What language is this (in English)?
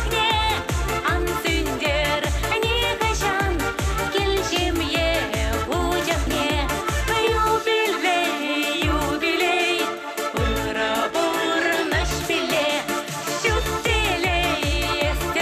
Chuvash